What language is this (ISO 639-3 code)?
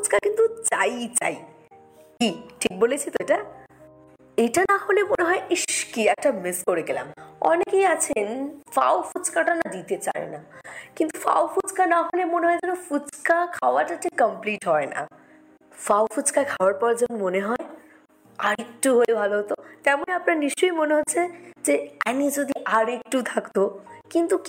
ben